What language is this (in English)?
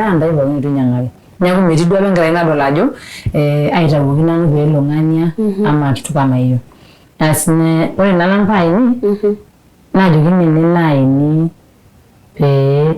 Masai